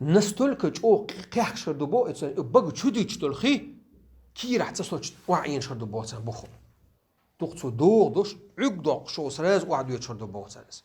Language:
Chechen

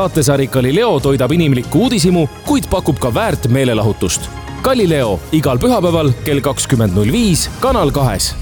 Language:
Estonian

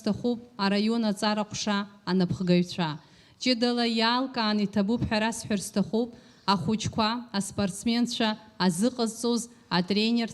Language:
Abkhazian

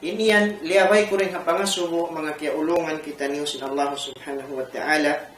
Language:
Tausug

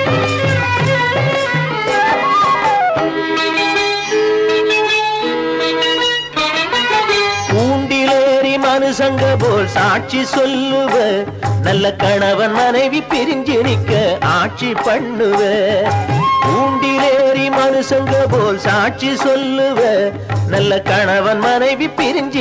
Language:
Tamil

